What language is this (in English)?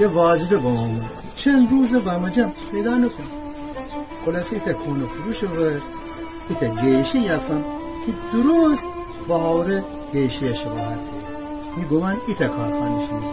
Gilaki